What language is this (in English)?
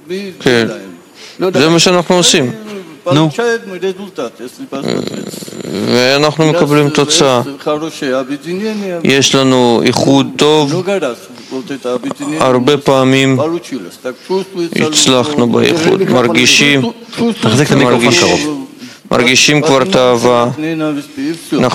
Hebrew